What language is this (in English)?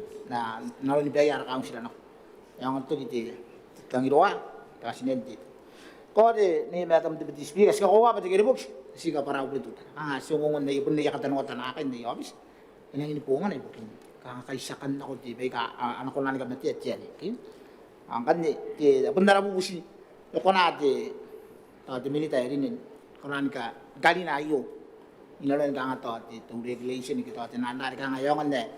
Gilbertese